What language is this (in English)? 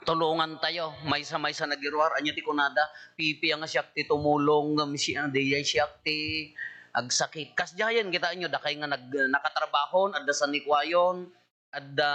Iloko